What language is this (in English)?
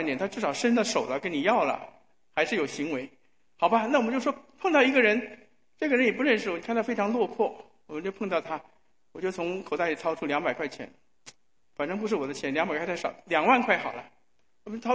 Chinese